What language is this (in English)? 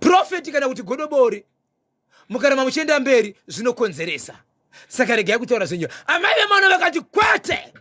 Shona